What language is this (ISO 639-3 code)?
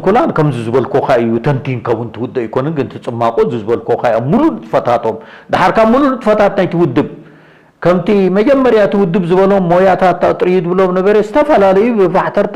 tir